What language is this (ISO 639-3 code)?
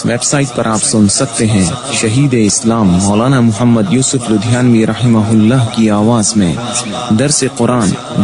urd